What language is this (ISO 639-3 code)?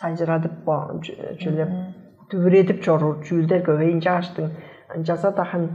tyv